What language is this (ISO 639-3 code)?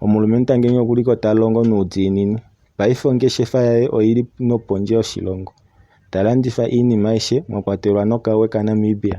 kua